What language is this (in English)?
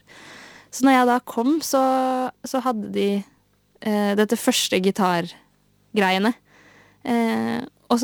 Norwegian